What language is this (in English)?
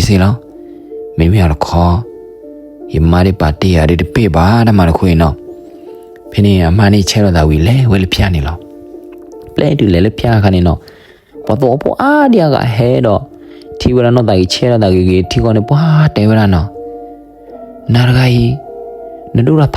S'gaw Karen